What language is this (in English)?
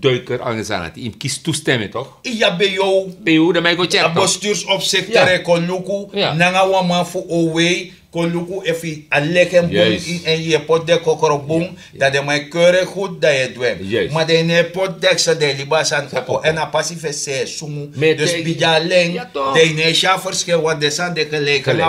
Sranan Tongo